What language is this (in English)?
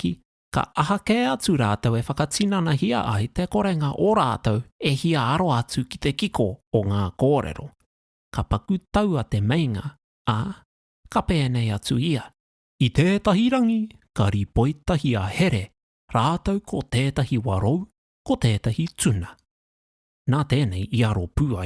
Māori